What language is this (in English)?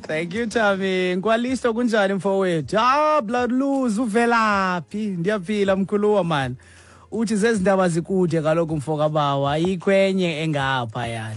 Xhosa